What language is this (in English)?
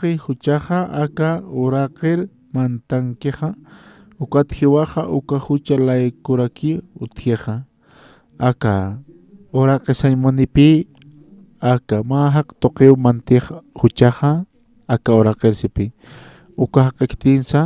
Aymara